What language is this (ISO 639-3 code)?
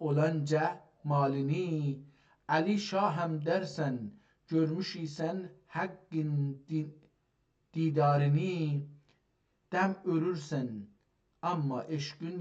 azb